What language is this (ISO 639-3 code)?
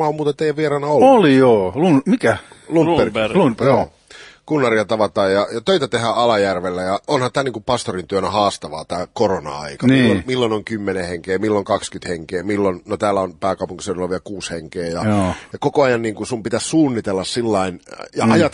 fin